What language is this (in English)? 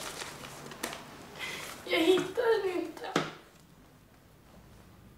Swedish